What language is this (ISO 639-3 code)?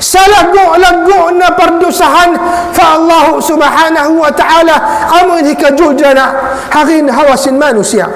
tsg